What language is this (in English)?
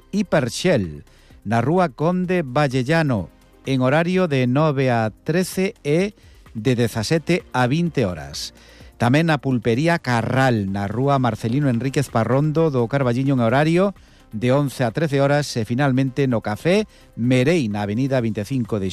Galician